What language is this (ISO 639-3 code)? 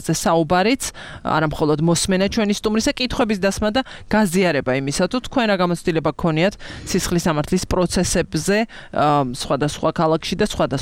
kat